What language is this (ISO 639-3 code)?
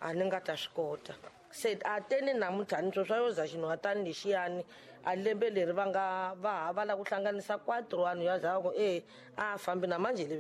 tso